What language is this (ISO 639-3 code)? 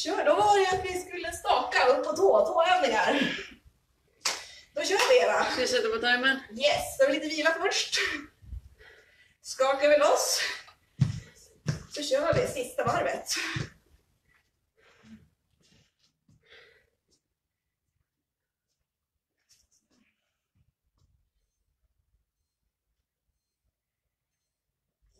swe